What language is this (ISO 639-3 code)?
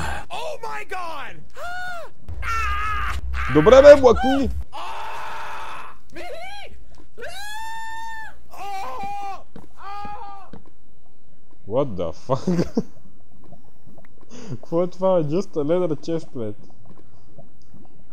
bul